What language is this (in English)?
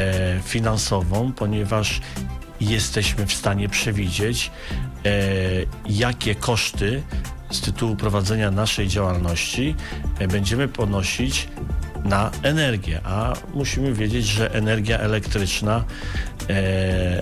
Polish